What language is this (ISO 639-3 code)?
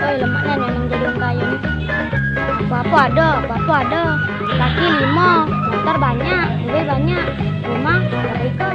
mui